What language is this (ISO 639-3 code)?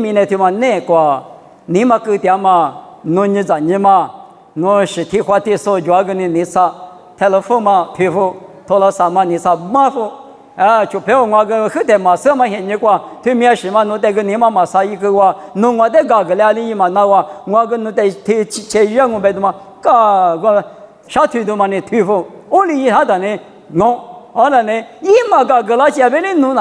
lis